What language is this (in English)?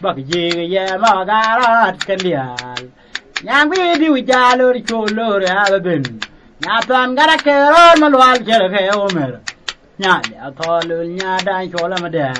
Nuer